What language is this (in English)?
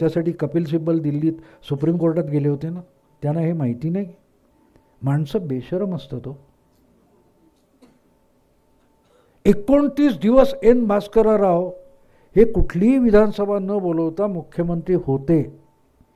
Marathi